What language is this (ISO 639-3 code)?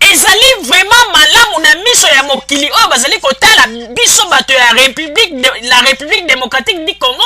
lin